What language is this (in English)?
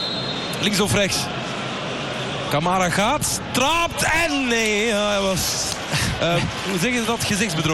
Dutch